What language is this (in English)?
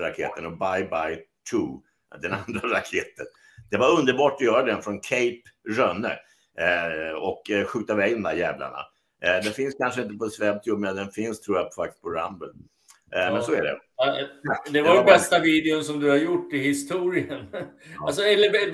Swedish